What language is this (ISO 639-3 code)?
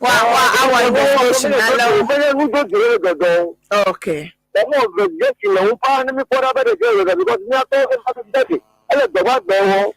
ewe